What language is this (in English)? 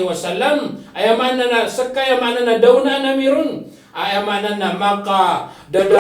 Maranao